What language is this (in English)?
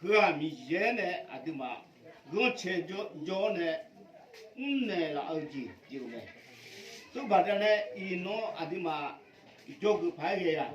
Akha